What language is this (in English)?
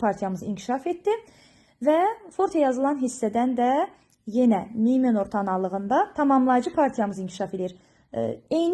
Azerbaijani